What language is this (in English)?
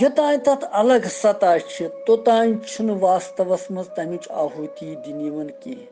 Kashmiri